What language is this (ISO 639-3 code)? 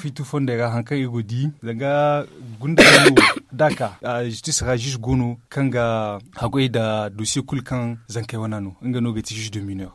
dje